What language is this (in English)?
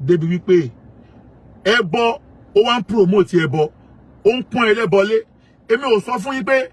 Yoruba